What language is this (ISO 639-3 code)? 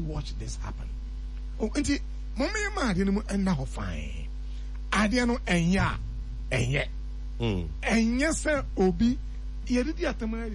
aka